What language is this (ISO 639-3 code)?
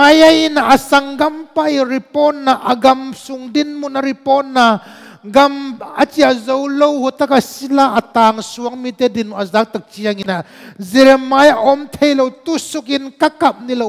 ctd